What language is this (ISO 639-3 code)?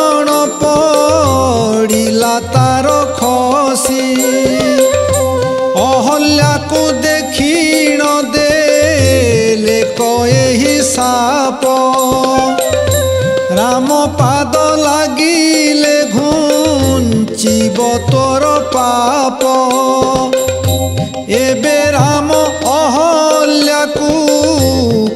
ori